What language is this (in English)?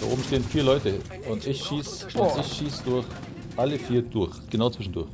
Bavarian